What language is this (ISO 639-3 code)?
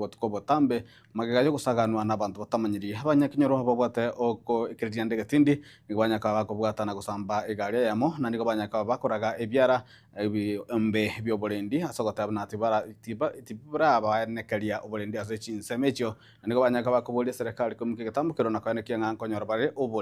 guz